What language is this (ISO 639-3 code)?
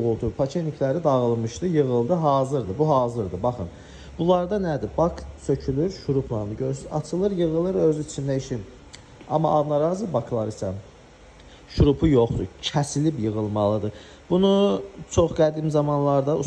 aze